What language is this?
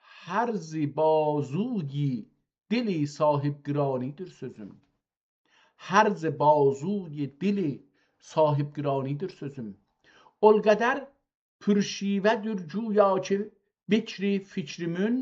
South Azerbaijani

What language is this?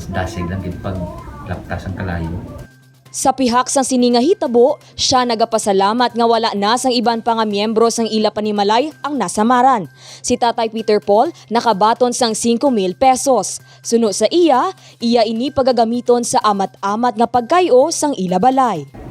Hiligaynon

